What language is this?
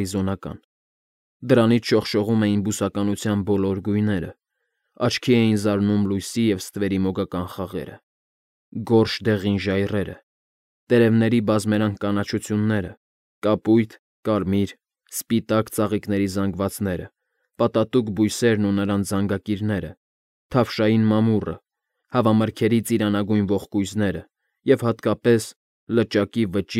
Armenian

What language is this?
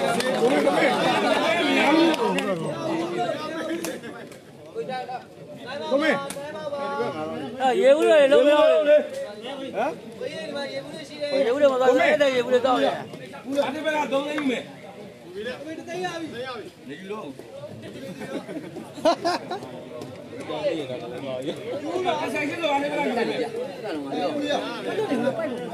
Burmese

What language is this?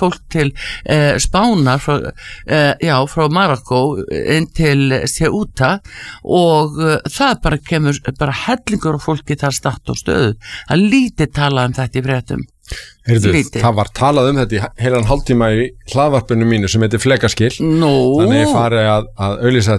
Icelandic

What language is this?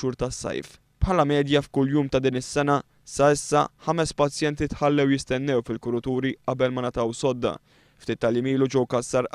Maltese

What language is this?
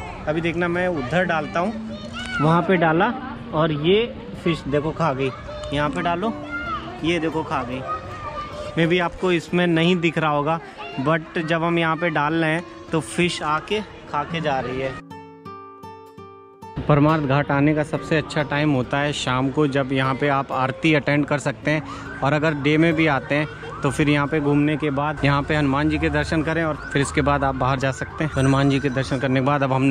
Hindi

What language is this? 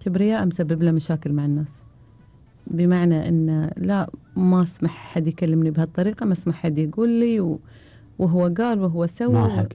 Gulf Arabic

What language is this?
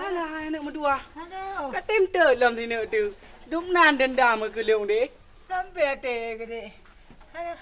Achinese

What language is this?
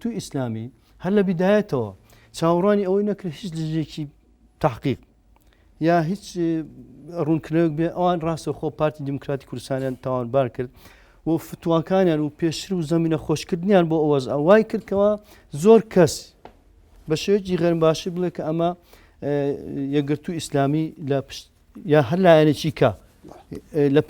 Central Kurdish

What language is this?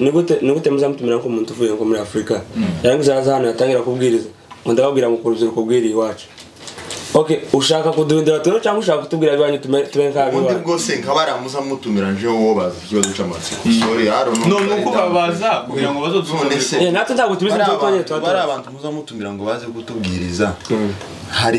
Kinyarwanda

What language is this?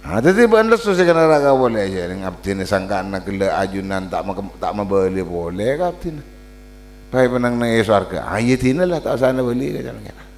Madurese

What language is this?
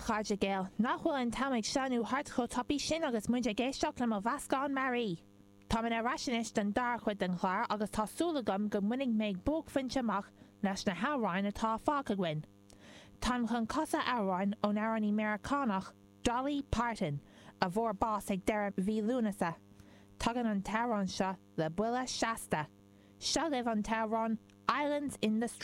Irish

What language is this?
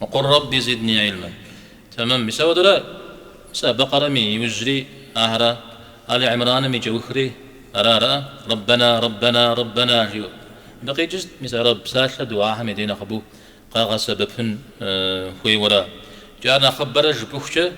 Kabardian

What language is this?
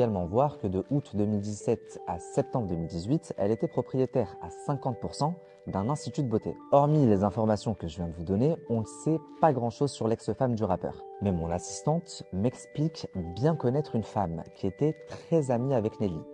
French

